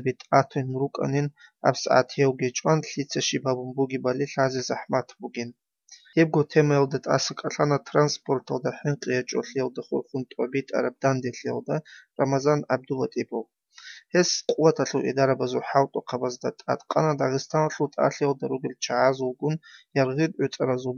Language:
Avaric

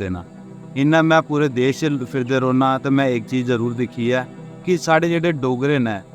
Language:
Dogri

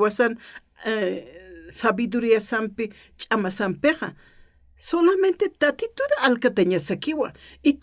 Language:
Aymara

